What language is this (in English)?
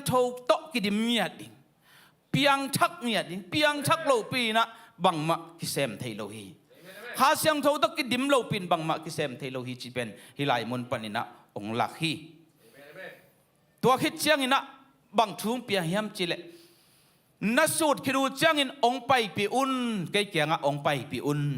Tedim Chin